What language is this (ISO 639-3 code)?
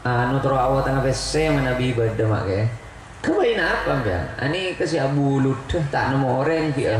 mad